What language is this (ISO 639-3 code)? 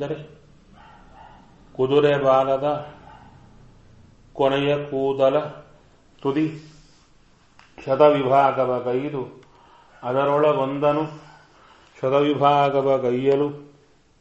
kan